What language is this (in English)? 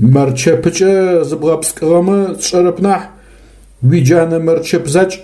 Adyghe